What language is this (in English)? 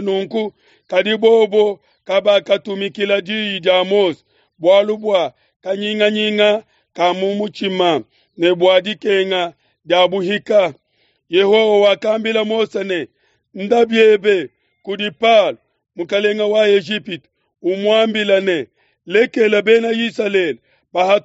Luba-Lulua